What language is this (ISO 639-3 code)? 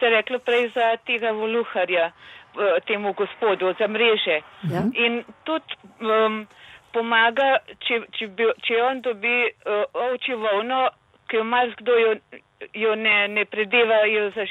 slv